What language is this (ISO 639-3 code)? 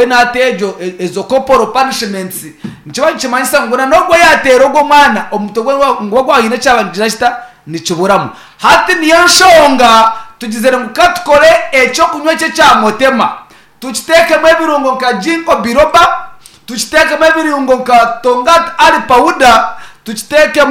nyn